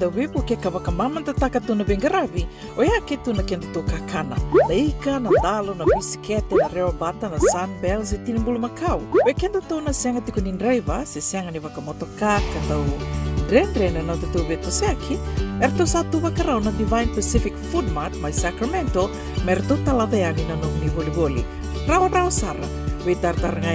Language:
Fijian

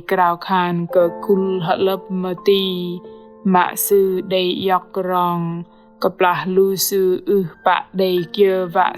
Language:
Bahnar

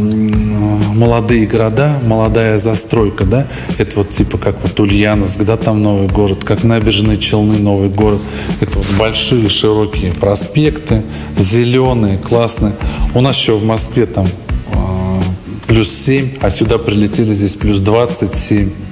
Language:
Russian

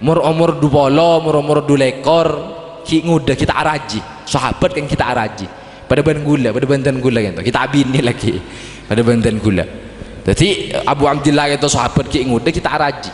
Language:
Madurese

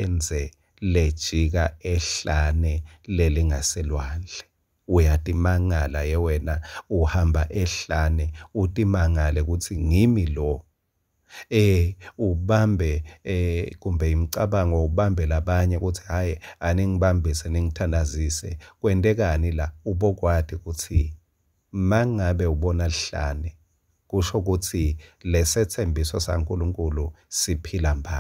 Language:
Swati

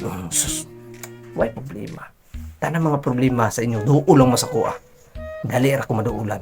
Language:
Cebuano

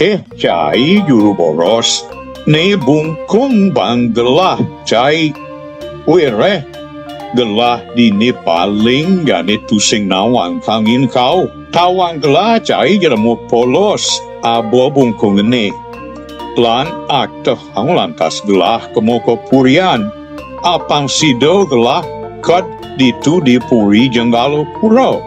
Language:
Balinese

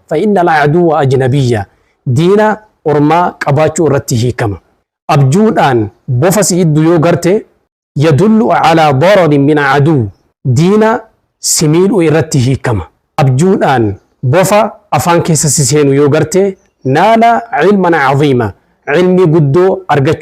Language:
Oromo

